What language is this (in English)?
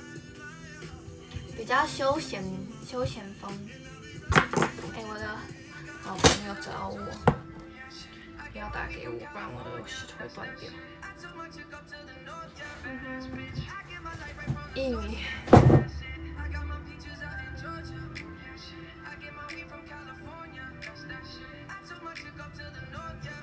Chinese